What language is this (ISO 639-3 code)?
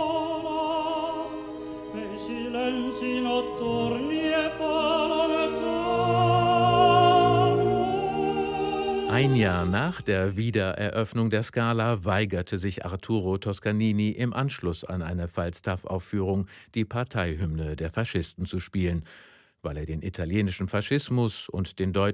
deu